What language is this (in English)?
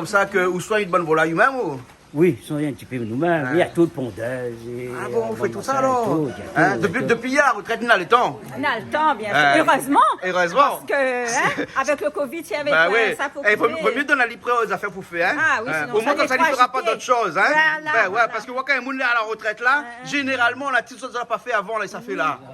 Réunion Creole French